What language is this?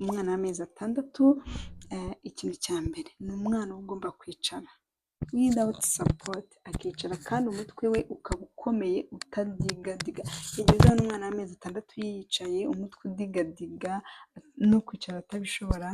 Kinyarwanda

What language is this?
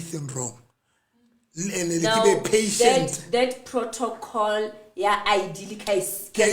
Southern Sotho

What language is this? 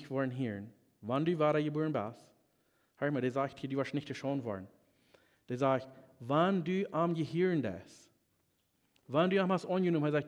Plautdietsch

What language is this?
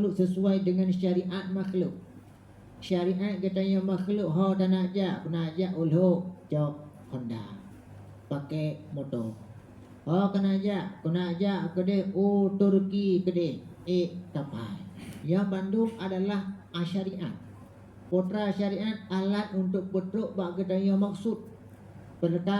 Achinese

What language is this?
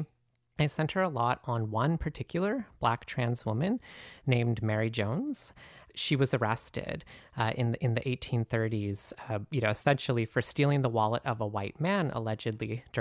English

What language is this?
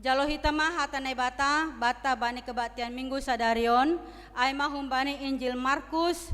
Batak Simalungun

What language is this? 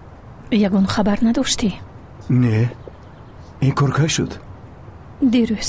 Tajik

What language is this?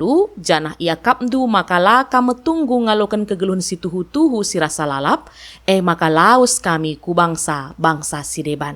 Batak Karo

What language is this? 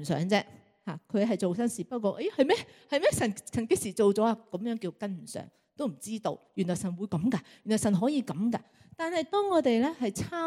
Cantonese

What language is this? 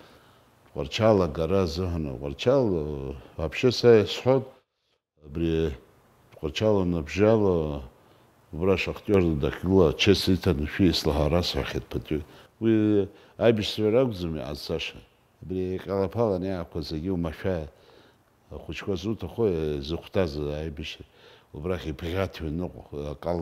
Abkhazian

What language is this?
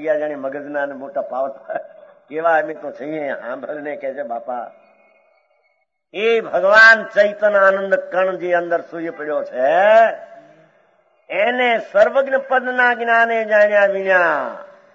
Gujarati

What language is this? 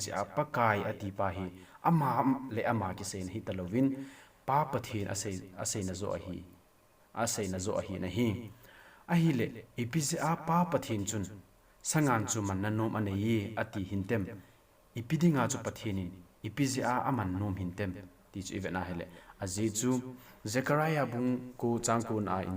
Thado Chin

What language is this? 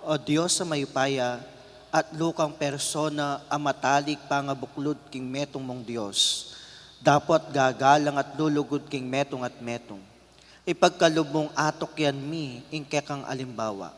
Pampanga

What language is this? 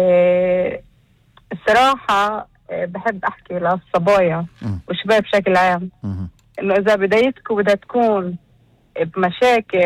North Levantine Arabic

